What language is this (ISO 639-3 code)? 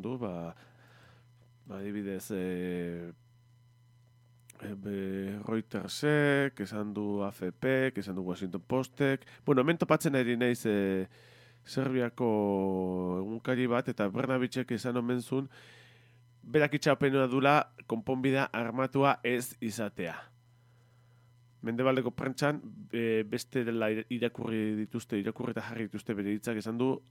eus